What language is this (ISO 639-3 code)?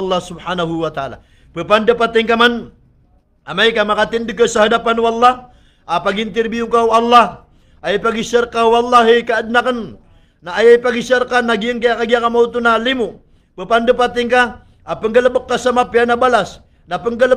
mrw